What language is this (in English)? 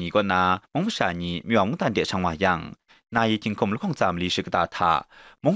Kachin